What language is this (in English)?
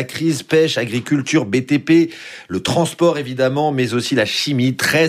French